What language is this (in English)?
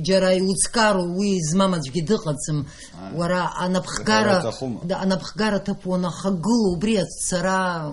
Abkhazian